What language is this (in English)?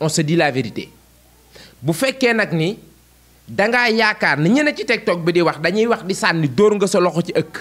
Wolof